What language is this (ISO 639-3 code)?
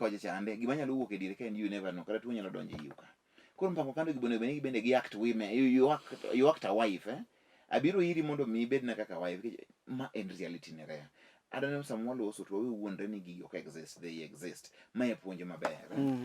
luo